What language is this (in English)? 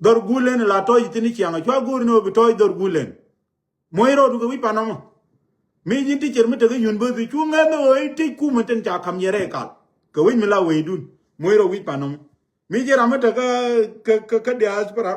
Nuer